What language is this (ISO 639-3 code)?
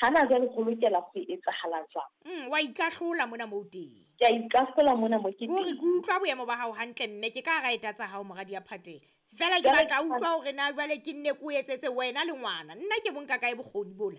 sot